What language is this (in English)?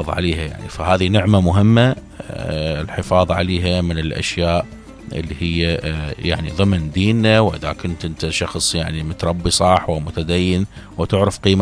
Mesopotamian Arabic